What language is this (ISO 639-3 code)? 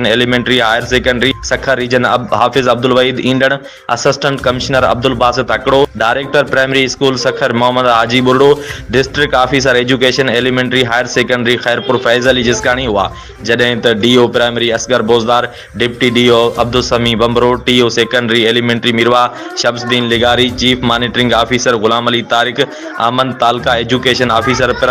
snd